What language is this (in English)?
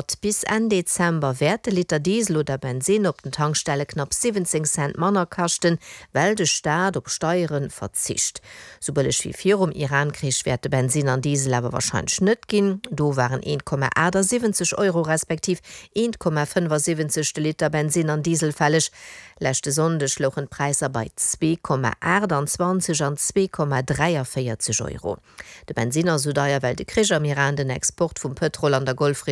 Luxembourgish